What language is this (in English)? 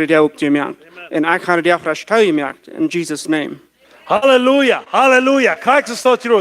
Plautdietsch